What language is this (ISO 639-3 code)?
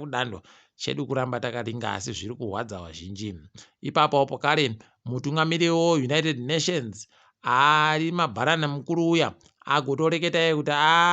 ndc